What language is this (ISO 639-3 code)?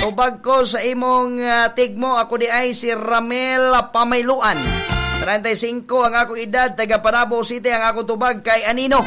ceb